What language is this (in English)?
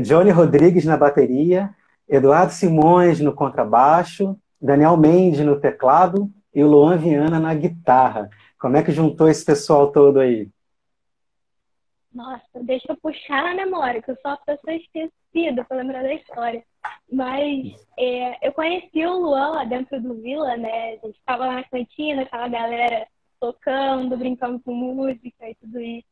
Portuguese